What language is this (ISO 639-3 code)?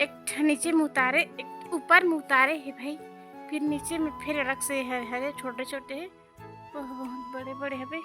hne